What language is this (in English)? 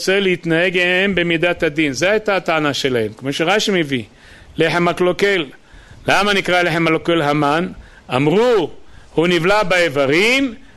Hebrew